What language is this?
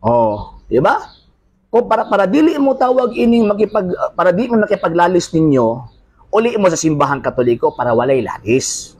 Cebuano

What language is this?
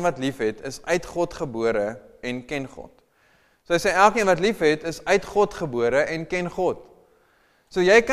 Afrikaans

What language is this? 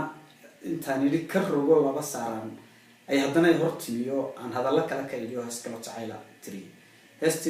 Somali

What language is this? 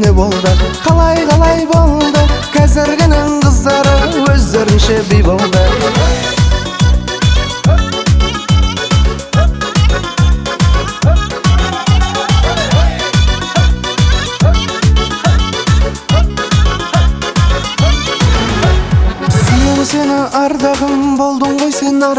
Kazakh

